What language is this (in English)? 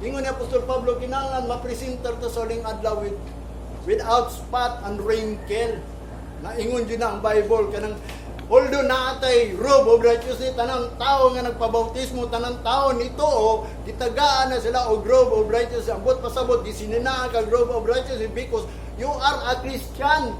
Cebuano